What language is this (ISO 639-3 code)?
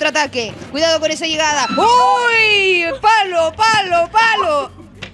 spa